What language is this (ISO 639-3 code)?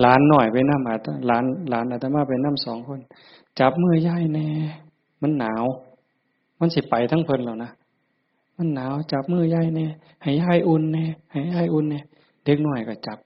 tts